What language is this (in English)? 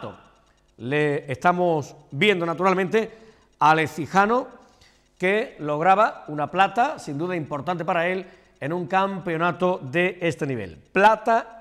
Spanish